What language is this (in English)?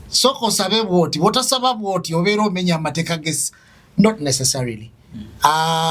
Ganda